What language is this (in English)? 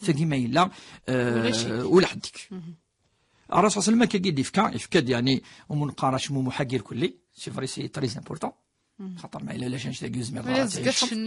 Kabyle